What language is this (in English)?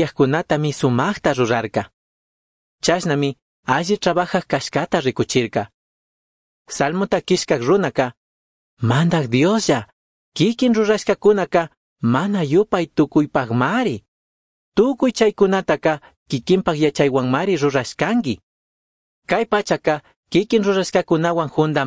Chimborazo Highland Quichua